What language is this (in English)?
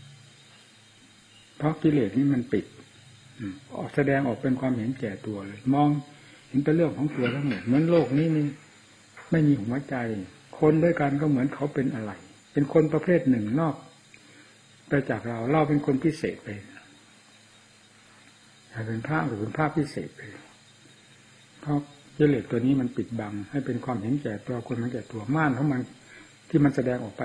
Thai